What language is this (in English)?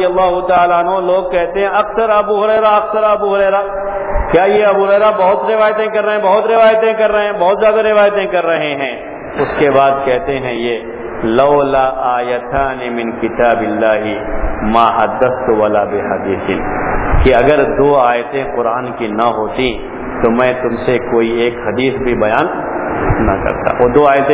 Urdu